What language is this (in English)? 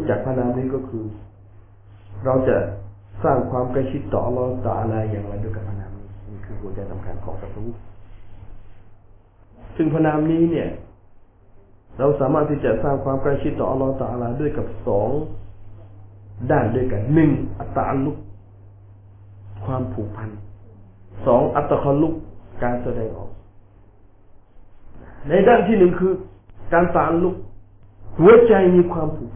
Thai